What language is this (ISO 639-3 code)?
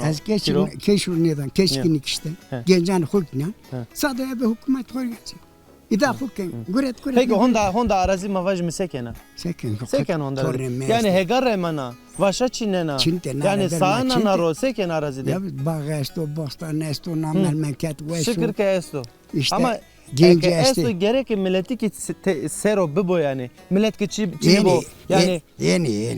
zza